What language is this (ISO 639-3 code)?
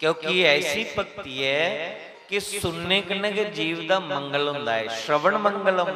doi